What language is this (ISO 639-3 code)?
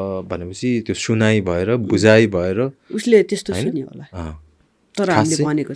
nep